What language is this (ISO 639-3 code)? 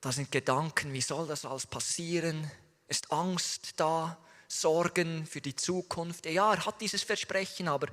gsw